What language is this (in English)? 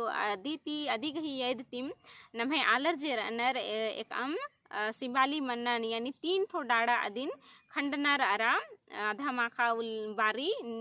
Kurukh